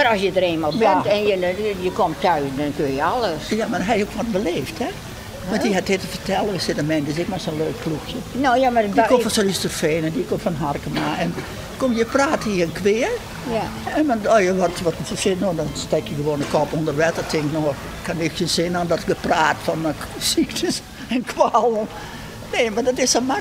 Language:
Western Frisian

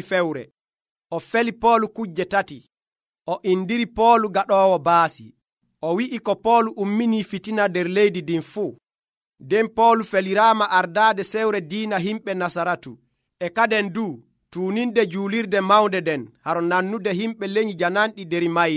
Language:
Nigerian Fulfulde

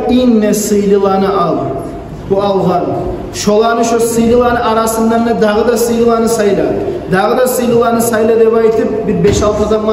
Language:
Kumyk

